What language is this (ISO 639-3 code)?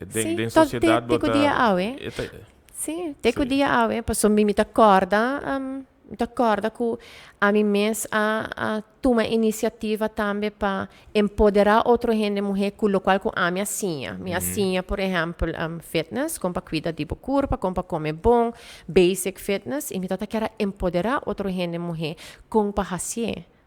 pap